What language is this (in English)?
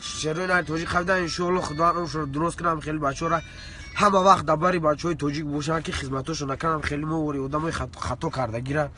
Tajik